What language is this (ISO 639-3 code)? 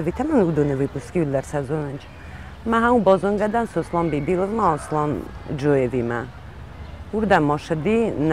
oss